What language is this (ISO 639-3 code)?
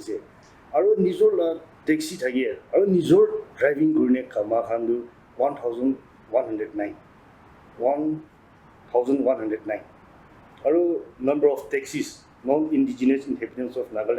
nag